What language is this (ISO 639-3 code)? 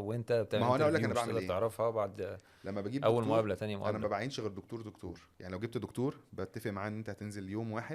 arz